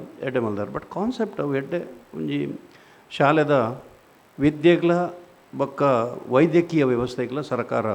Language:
Tulu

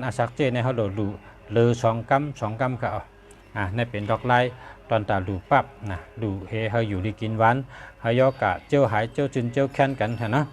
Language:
Shan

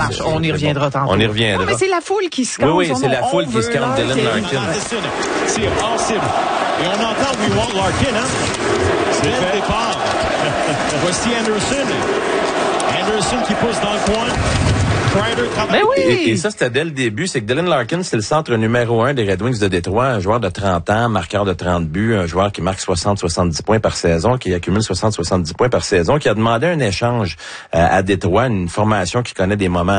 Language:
French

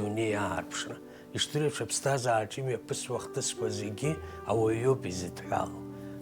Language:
Abkhazian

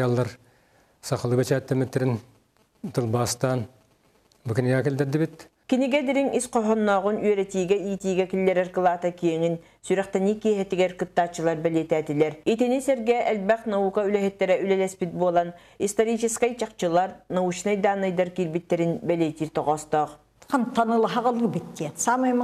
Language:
Yakut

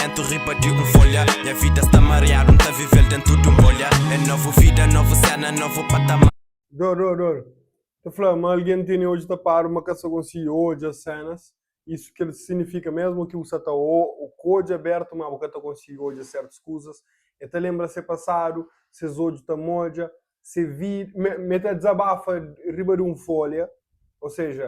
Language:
Kabuverdianu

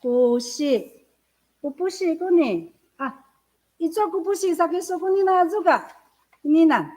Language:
Amis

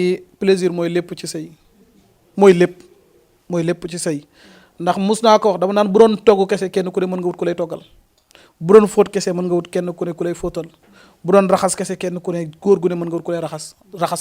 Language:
Wolof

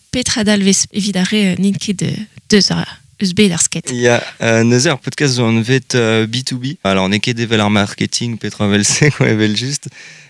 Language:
Breton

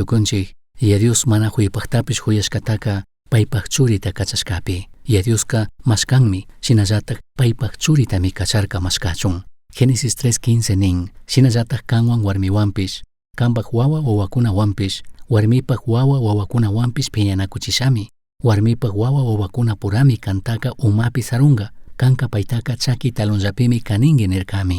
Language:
Chimborazo Highland Quichua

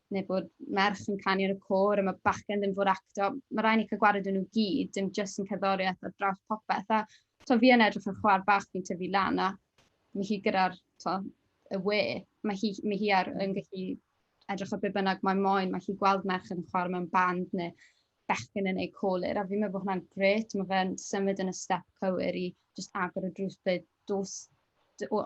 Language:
Welsh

